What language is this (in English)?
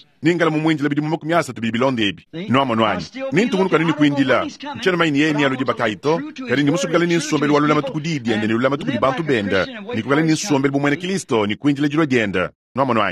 Luba-Lulua